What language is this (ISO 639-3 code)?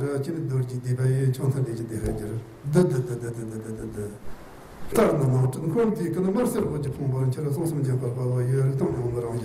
bod